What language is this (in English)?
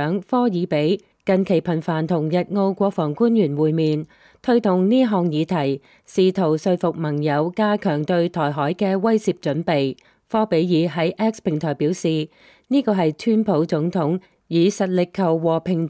Cantonese